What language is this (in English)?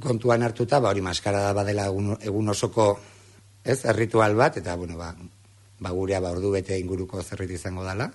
Basque